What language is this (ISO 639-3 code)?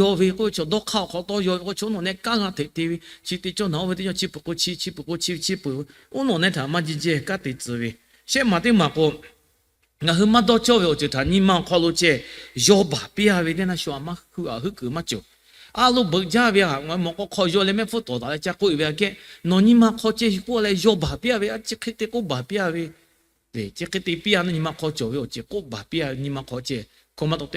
lhu